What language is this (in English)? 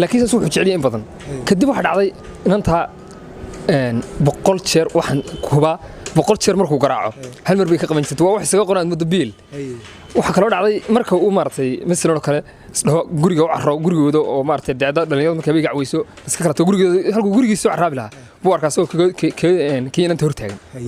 Somali